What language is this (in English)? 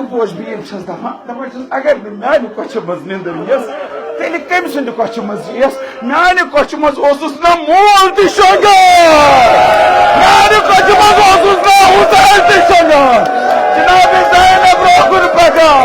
Kashmiri